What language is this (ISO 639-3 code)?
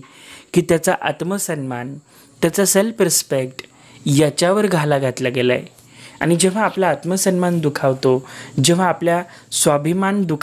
mar